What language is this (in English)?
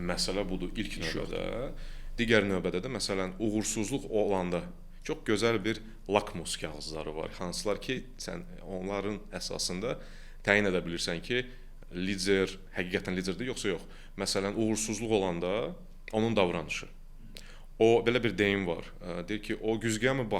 Azerbaijani